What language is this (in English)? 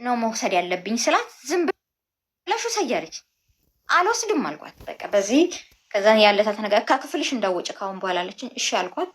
Amharic